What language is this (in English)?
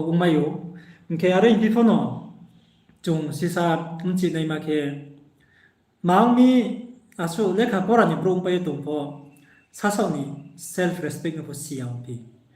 Riang (India)